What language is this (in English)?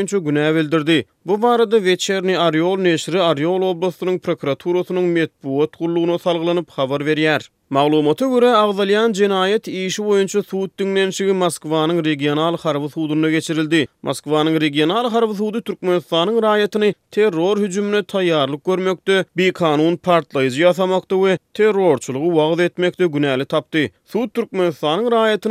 Turkmen